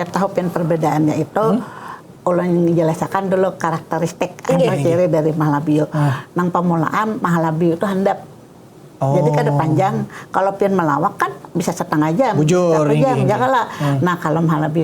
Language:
Banjar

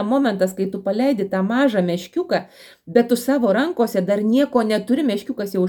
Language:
Lithuanian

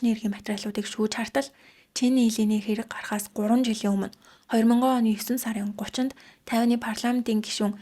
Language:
Mongolian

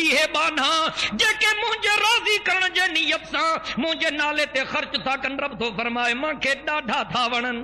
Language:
Sindhi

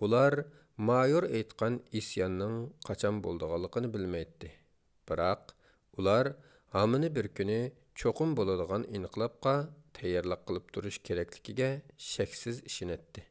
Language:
Uyghur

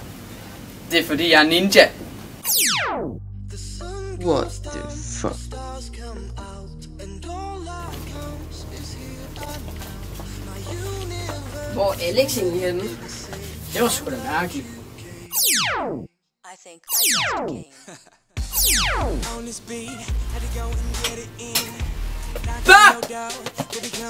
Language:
Danish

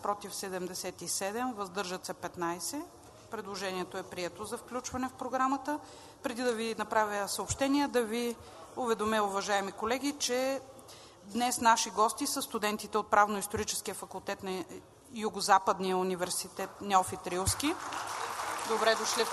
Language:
Bulgarian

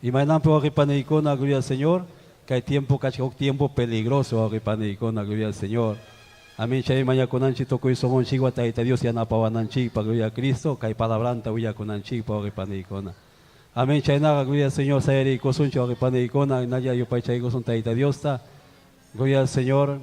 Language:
Ayacucho Quechua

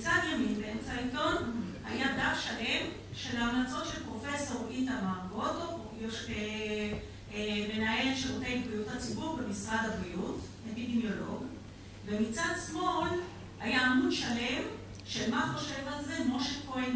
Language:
Hebrew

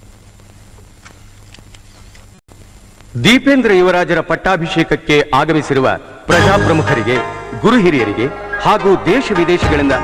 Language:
Kannada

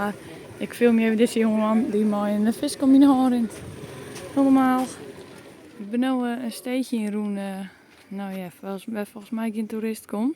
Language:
Western Frisian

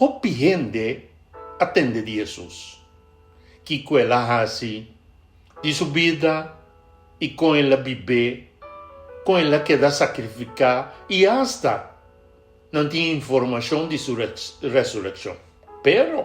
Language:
Papiamento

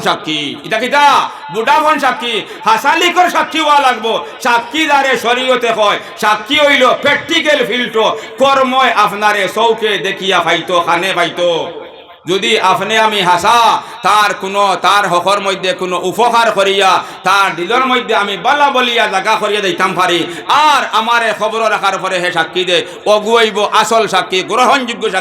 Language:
Sylheti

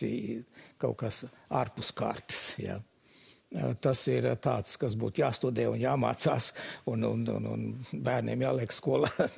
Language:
Latvian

